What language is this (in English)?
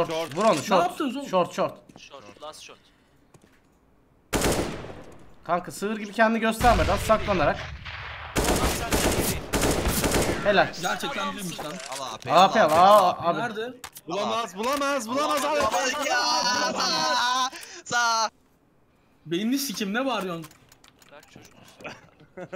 Turkish